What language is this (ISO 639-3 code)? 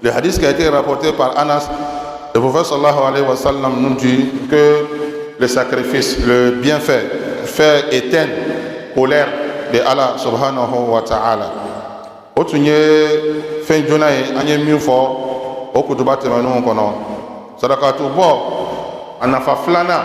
bam